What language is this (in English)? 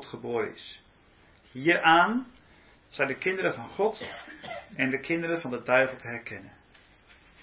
Dutch